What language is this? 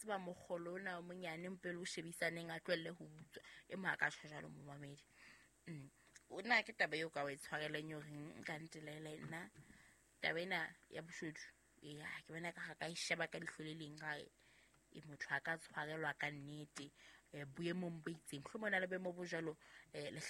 Southern Sotho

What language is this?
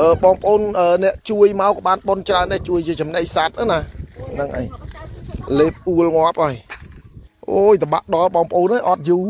Khmer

